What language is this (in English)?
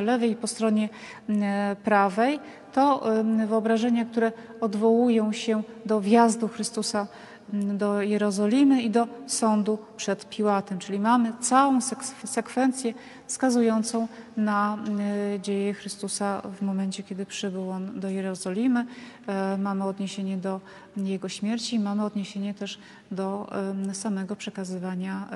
Polish